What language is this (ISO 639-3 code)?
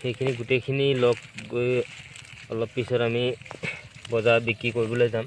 asm